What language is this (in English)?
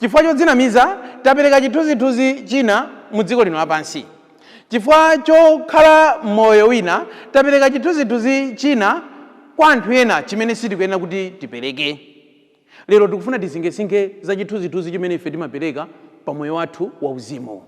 Nyanja